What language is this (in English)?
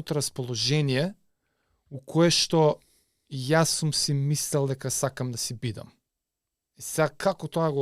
Macedonian